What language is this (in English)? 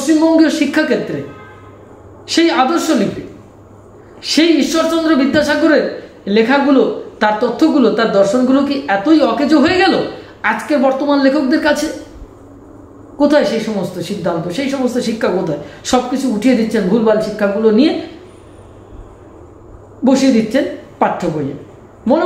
Bangla